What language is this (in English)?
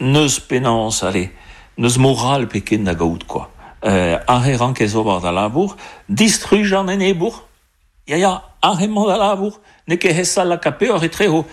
Breton